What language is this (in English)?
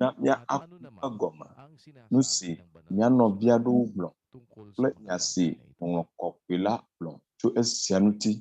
Ewe